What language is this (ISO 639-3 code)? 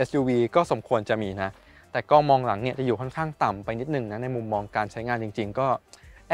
tha